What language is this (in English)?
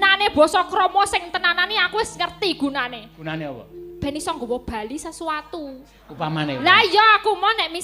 Javanese